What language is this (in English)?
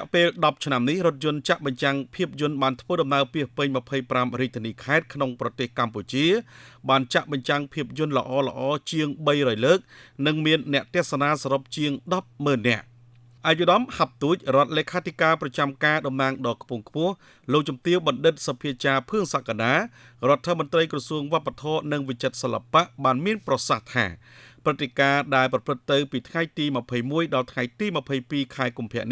Khmer